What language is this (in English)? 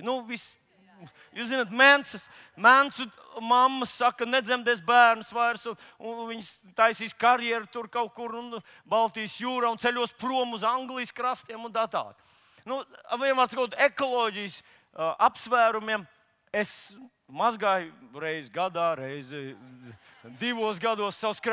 Latvian